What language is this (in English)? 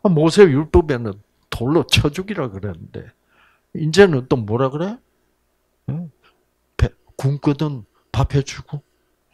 Korean